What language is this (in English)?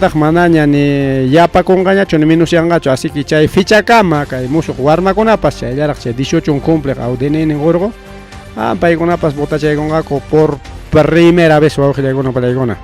Ayacucho Quechua